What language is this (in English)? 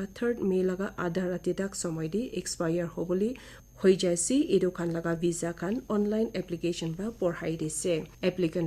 Naga Pidgin